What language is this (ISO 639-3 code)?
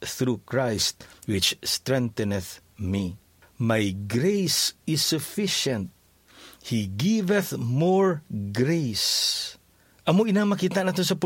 hil